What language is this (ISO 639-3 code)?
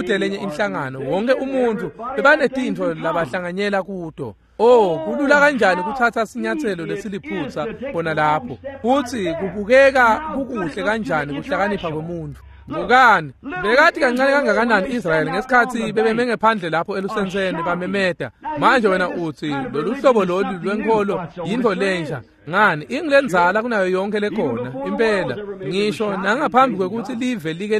ssw